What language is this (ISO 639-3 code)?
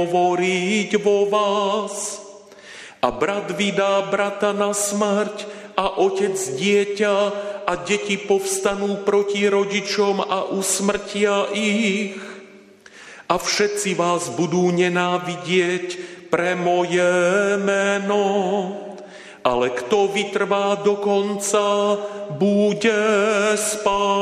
slk